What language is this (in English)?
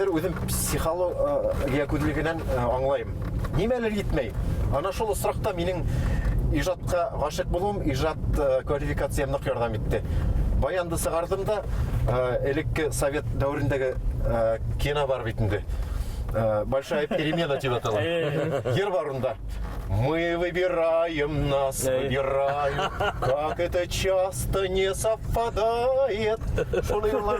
Bashkir